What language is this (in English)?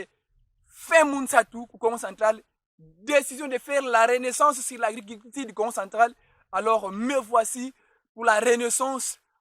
Kongo